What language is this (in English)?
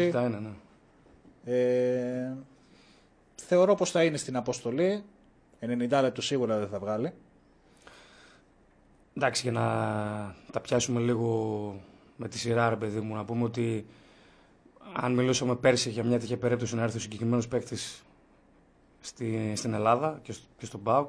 Greek